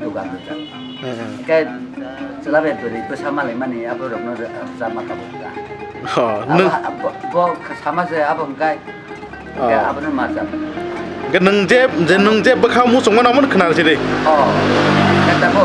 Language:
Kok Borok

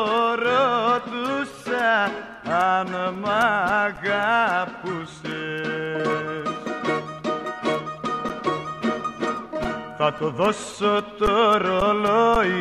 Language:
Greek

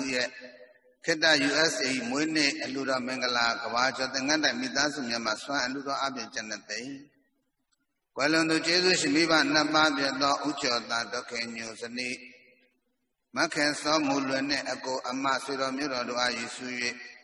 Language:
Burmese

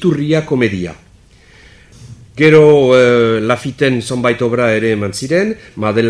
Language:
Basque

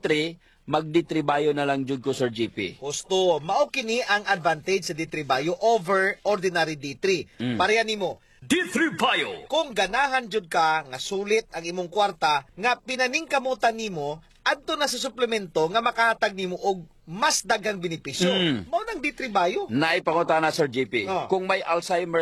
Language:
Cebuano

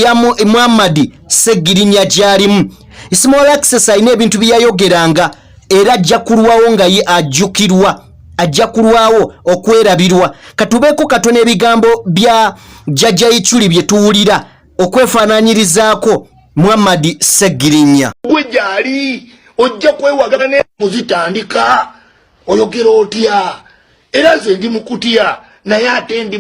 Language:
Ganda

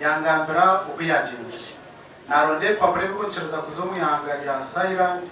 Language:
Nyankole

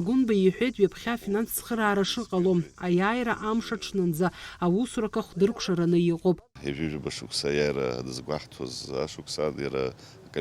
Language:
Abkhazian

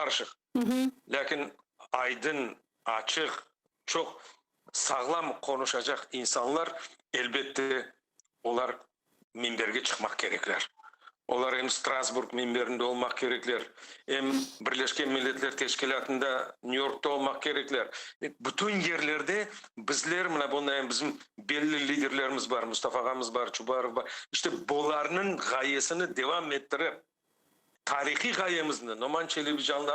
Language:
Crimean Tatar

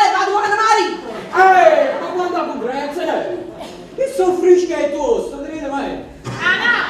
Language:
Neapolitan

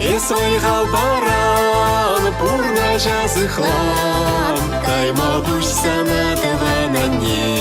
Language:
Chuvash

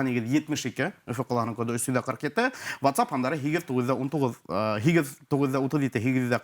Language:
Bashkir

